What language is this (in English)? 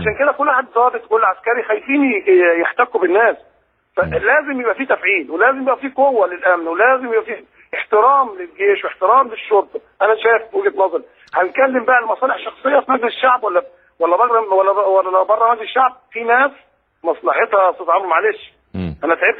Egyptian Arabic